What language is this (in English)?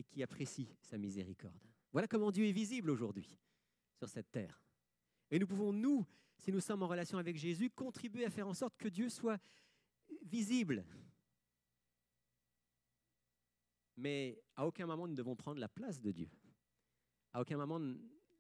French